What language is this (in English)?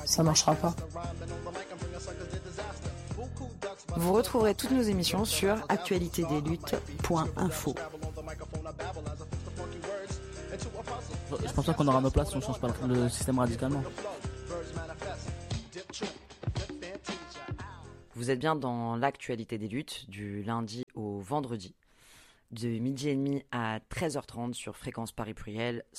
French